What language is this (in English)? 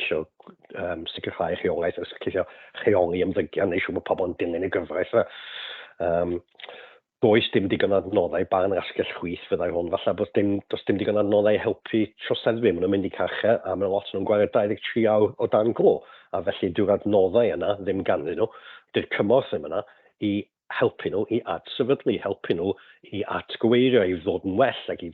Welsh